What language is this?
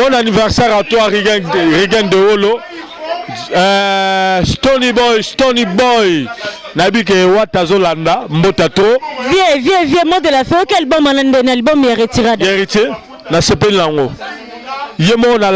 Lingala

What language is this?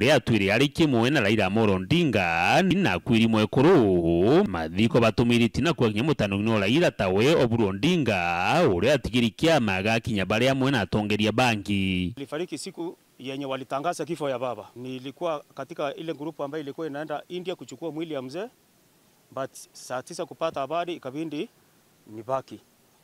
Meru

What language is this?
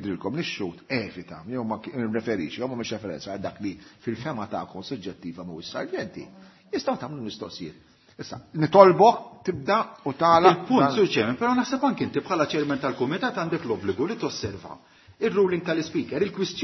Maltese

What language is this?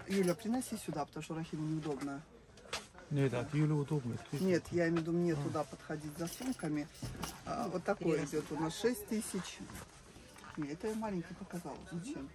Russian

